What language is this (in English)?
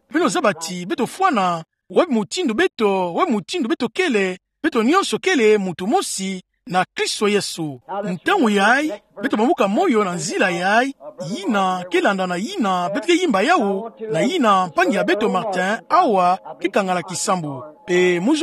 Kituba (Democratic Republic of Congo)